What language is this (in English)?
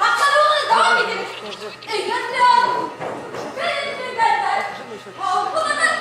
Bashkir